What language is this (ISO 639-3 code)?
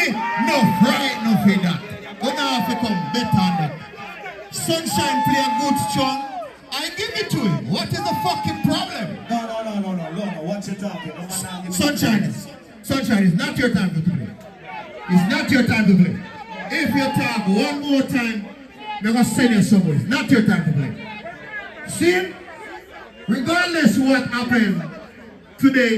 jam